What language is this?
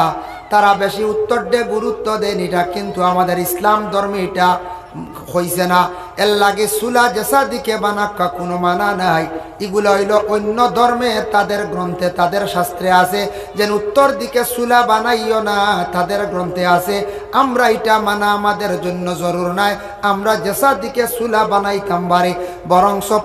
Sylheti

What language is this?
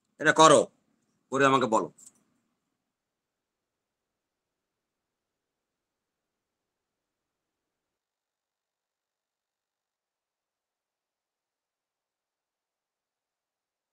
Bangla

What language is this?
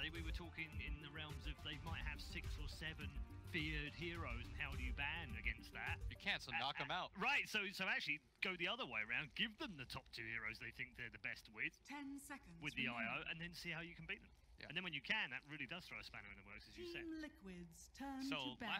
English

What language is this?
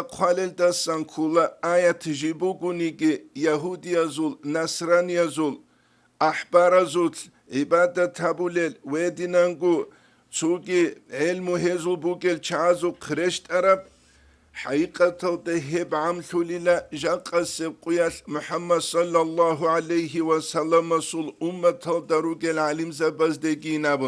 Avaric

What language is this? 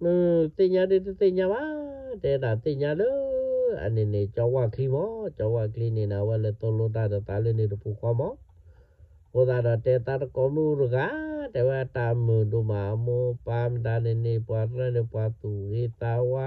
S'gaw Karen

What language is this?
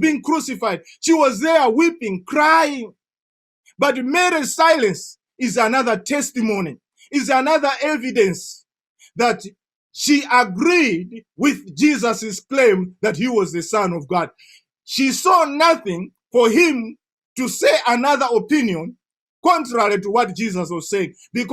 English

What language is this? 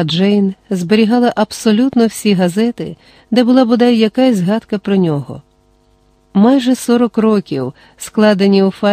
Ukrainian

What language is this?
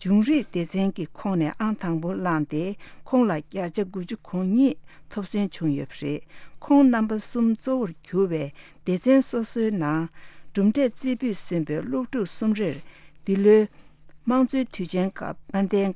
Tibetan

